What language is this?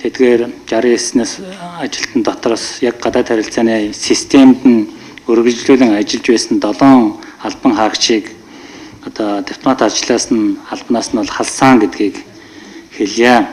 Mongolian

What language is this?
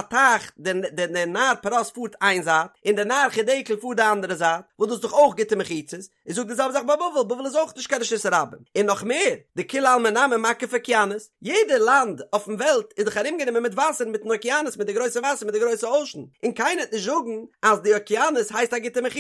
Yiddish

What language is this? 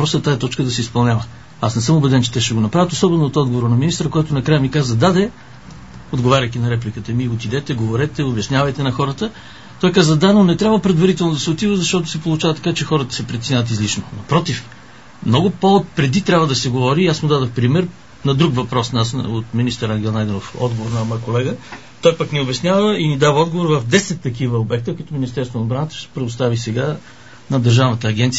Bulgarian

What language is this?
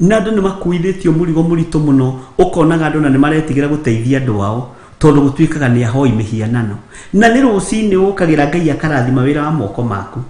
Kikuyu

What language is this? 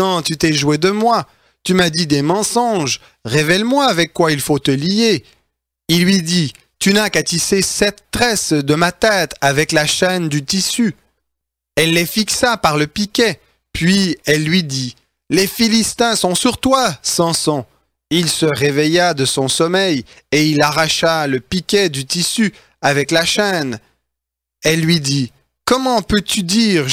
French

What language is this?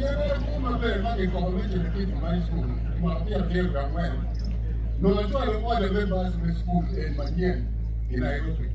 Acoli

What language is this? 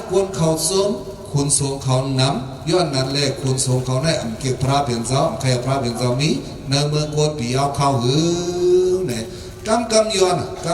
Shan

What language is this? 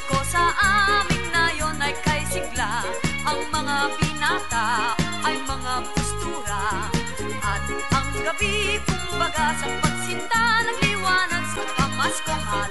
Filipino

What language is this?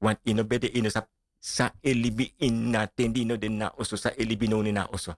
Sranan Tongo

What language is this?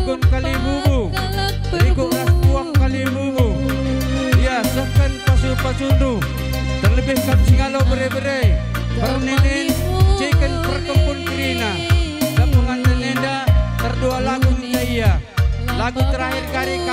Batak Karo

